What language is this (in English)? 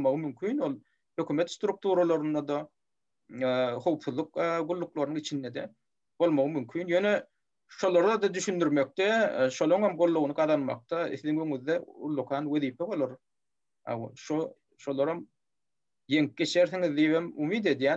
Turkmen